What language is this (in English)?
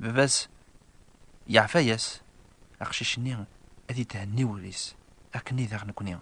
Kabyle